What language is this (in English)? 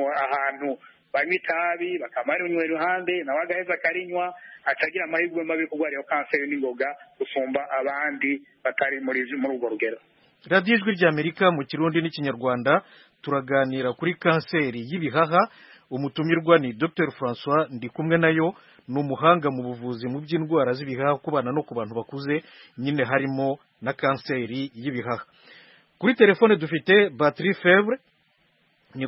Kinyarwanda